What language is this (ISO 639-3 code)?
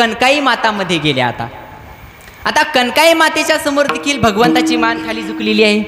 mar